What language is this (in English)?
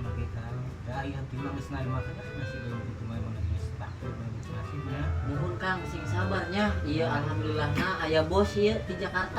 Sundanese